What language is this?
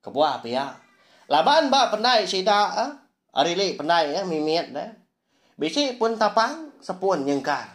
Iban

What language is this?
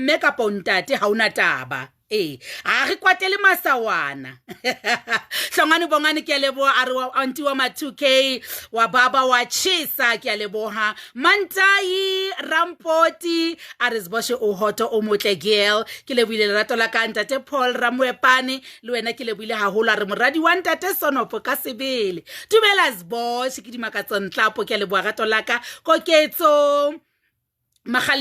Southern Sotho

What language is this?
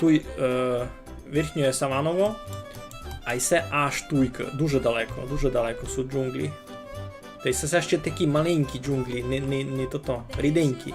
Rusyn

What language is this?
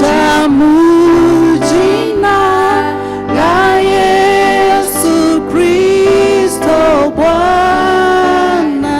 Kikuyu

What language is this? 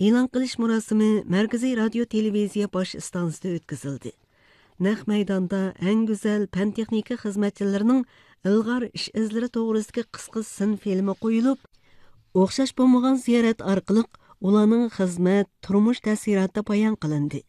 Uzbek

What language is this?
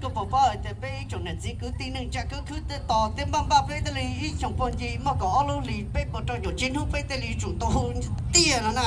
Hmong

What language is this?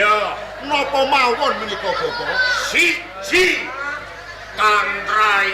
Javanese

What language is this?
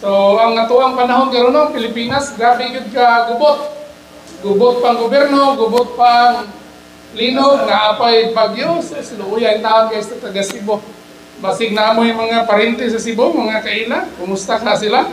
Cebuano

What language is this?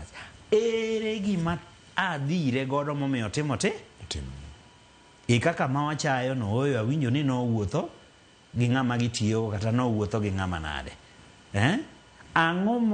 Luo (Kenya and Tanzania)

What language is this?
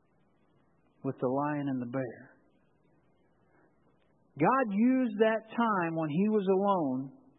English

